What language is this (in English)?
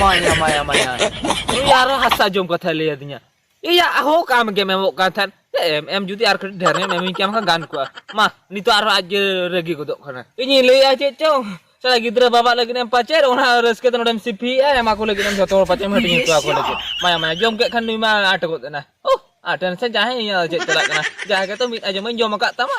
Santali